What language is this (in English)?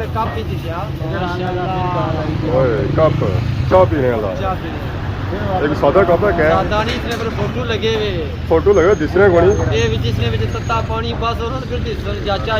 Pahari-Potwari